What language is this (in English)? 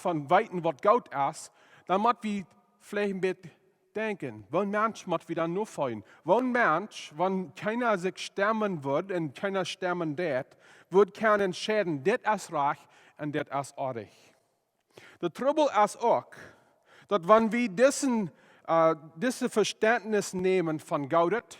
Plautdietsch